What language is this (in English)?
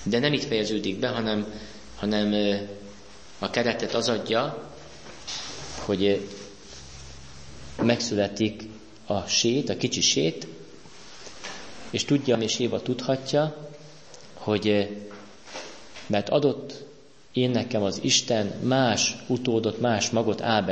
Hungarian